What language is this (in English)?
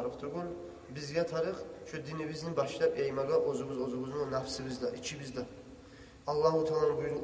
Kumyk